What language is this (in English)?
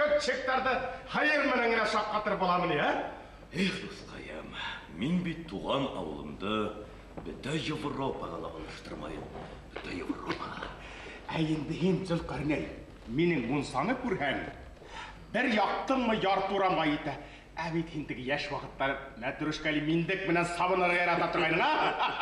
Bashkir